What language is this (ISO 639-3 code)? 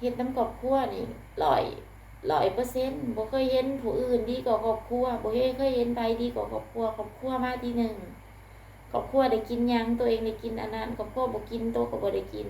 lao